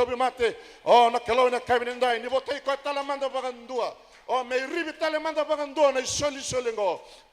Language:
Fijian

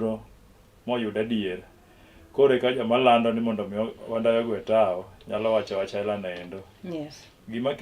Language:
Luo (Kenya and Tanzania)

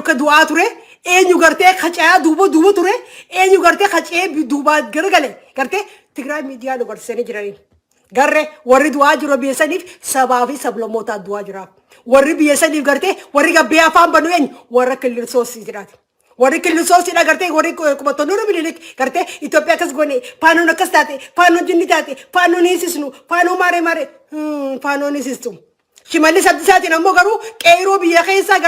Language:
Oromo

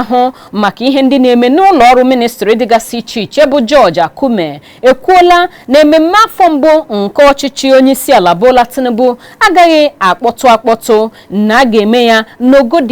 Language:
Igbo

